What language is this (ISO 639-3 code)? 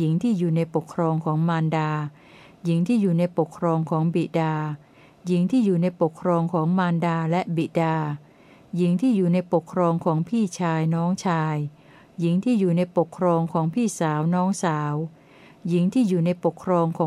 tha